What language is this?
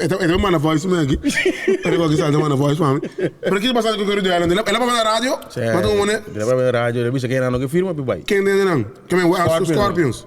Papiamento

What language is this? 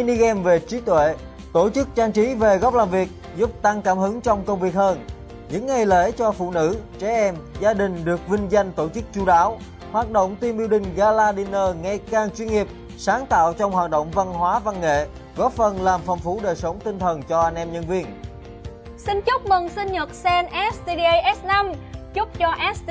Vietnamese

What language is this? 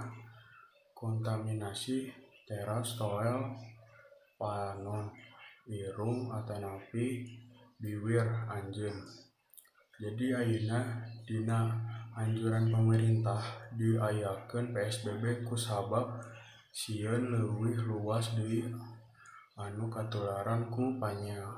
Sundanese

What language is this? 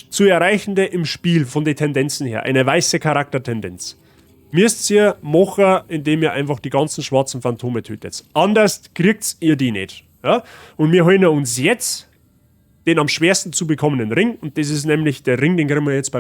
Bavarian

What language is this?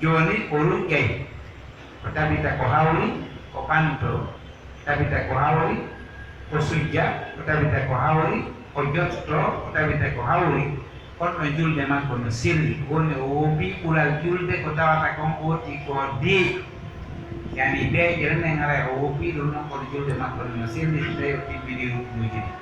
Pular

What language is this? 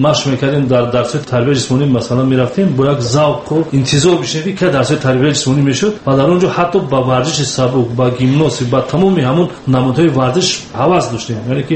Tajik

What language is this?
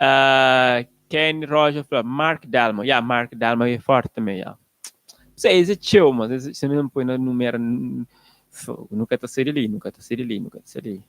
Kabuverdianu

